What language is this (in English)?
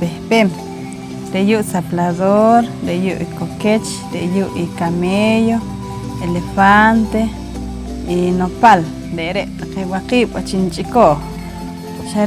Poqomchi'